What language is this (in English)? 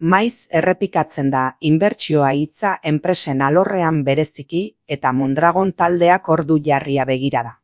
Basque